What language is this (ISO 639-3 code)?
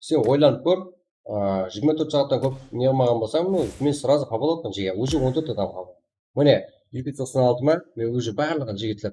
kaa